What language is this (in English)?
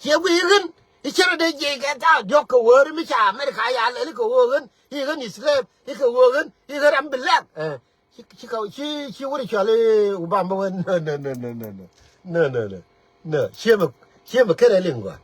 Nuer